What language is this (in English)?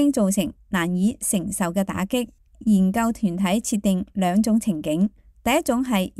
Cantonese